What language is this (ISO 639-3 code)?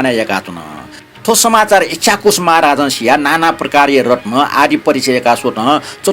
new